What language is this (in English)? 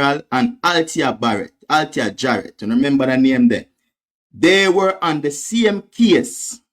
Jamaican Creole English